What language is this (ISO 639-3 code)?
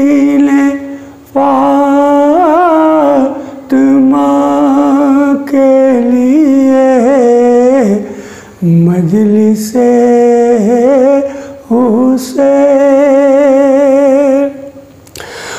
urd